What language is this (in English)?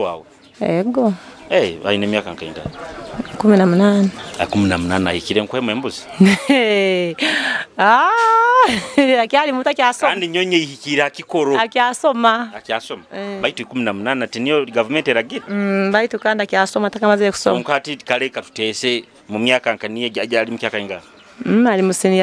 Nyoro